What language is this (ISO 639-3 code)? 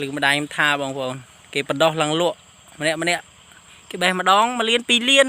khm